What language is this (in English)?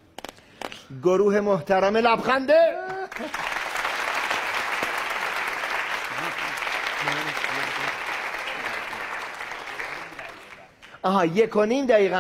Persian